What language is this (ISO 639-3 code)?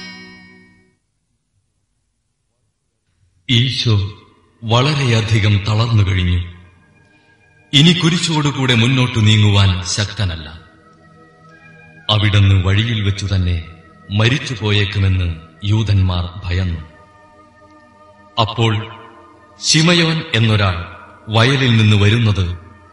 mal